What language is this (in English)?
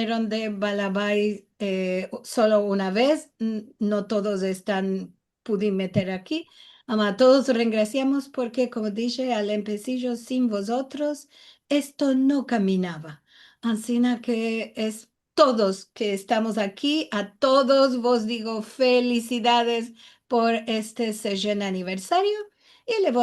Ladino